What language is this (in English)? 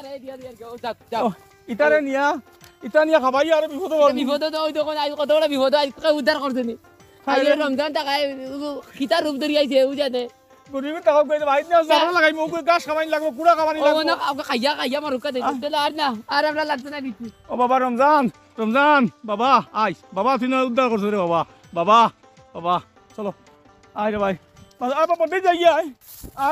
Sylheti